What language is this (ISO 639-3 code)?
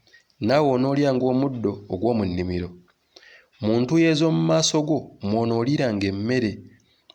lug